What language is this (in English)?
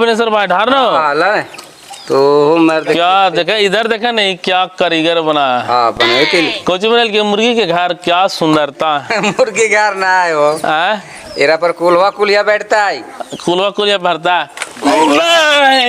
Magahi